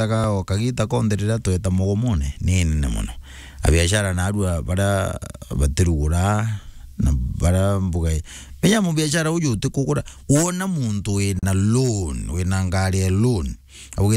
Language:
Meru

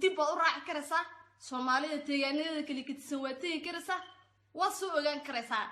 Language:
Somali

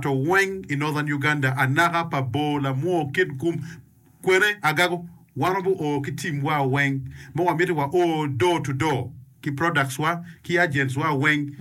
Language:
Acoli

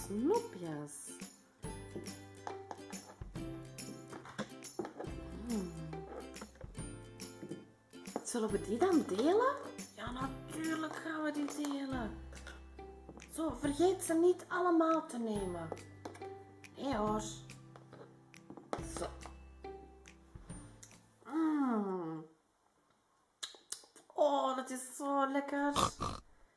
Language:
Dutch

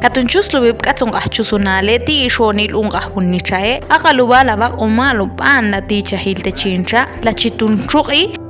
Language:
Ixil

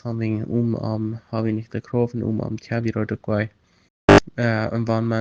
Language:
Plautdietsch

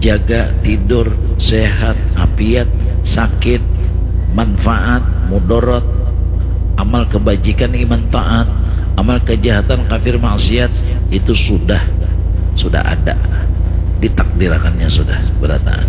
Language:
Banjar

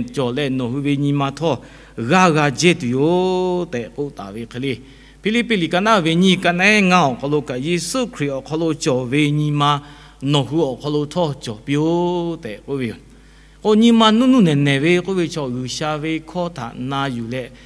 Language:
Lahu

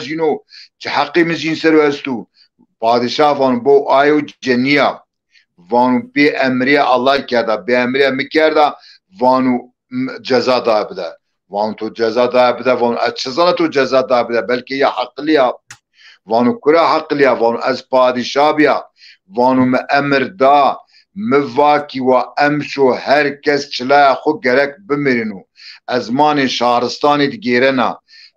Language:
Zaza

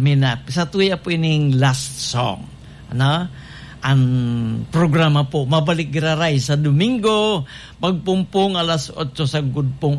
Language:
Bikol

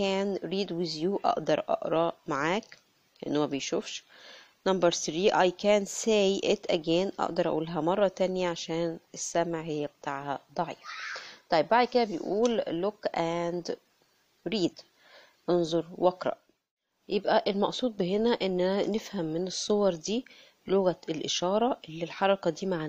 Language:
Egyptian Arabic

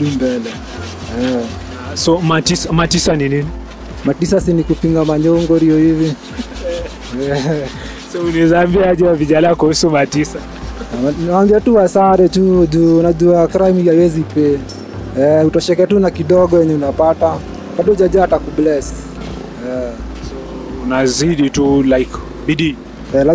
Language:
Swahili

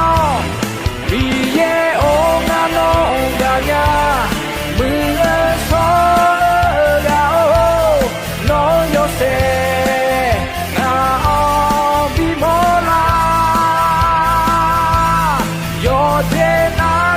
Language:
Akha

